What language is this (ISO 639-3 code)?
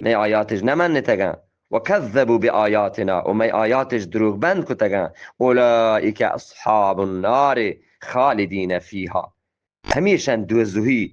bgp